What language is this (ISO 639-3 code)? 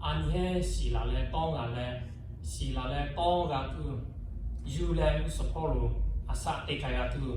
lhu